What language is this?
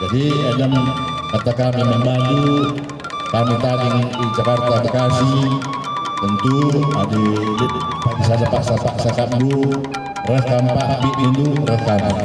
Batak Karo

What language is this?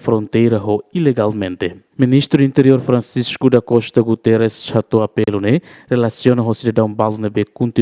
Tetum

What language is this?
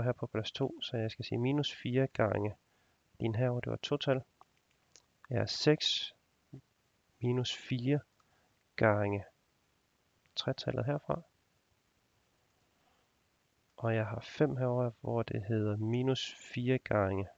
Danish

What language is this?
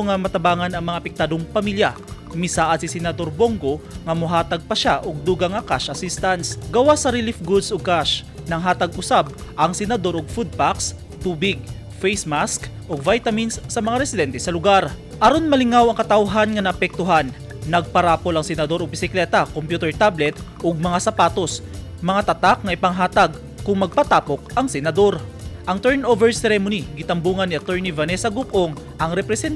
Cebuano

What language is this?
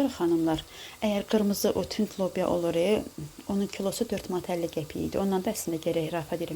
Azerbaijani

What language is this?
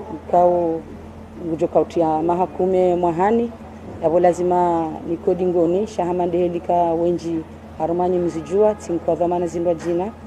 Ngazidja Comorian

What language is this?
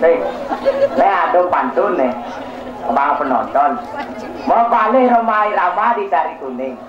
Balinese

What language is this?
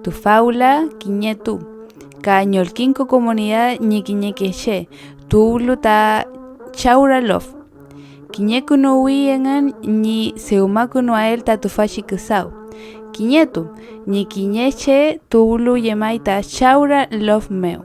Mapuche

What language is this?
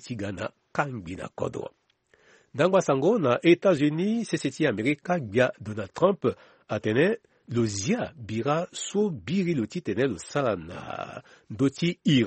Sango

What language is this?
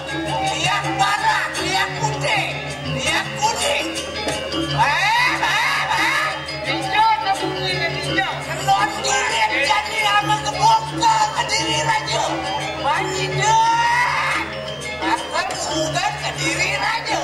Balinese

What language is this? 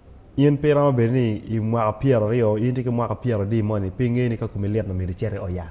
Acoli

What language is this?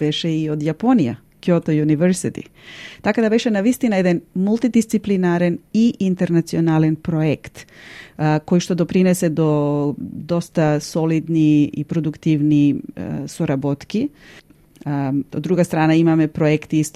Macedonian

